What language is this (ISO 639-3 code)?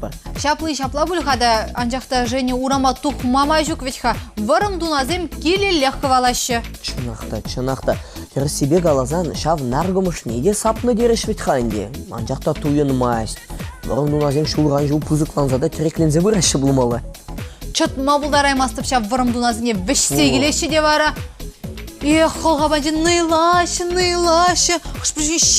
chv